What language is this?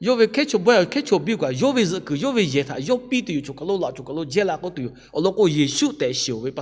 Lahu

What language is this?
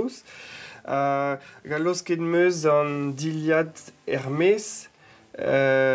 Breton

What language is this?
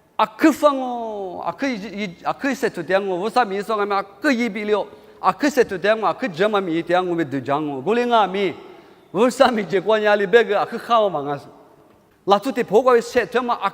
Lisu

